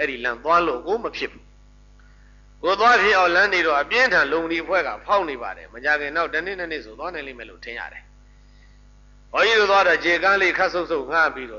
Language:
Burmese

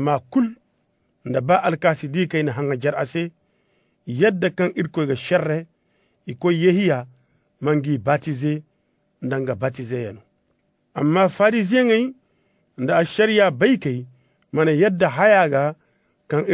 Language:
Zarma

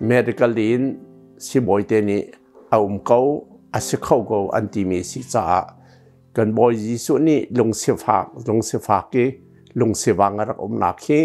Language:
Hakha Chin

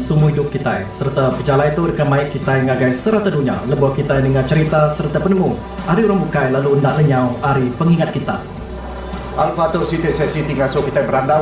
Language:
Iban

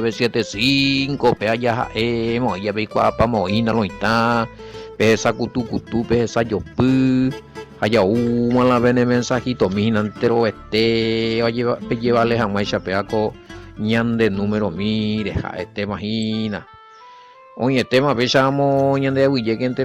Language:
Guarani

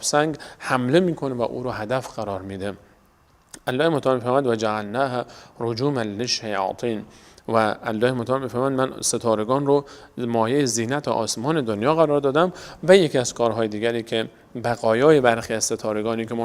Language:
Persian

